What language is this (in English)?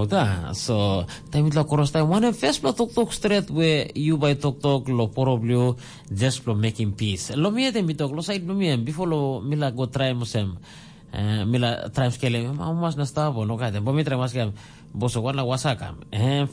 Tok Pisin